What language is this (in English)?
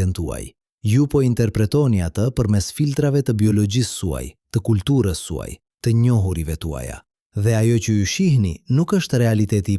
Albanian